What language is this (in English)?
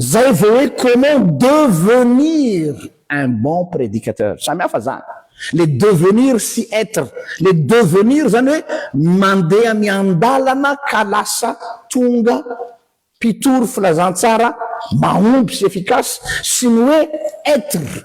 Malagasy